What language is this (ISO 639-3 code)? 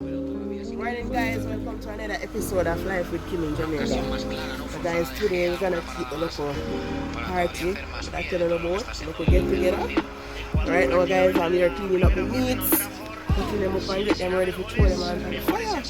jam